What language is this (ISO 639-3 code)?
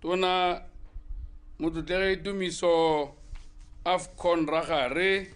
tsn